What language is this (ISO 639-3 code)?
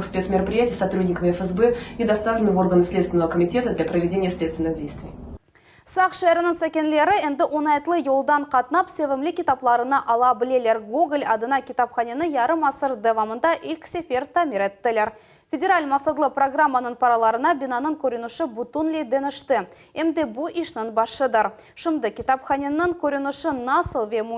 crh